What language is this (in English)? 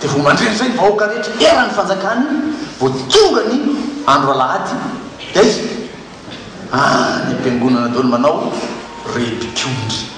Malagasy